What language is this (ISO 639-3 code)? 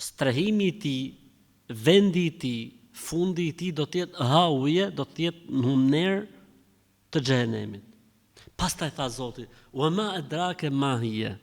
sqi